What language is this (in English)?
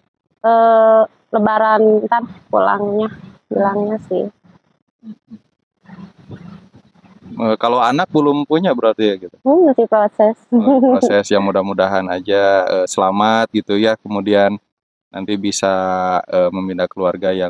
Indonesian